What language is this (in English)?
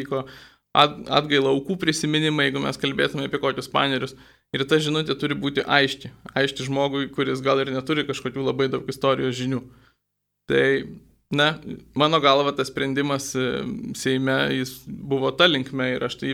Lithuanian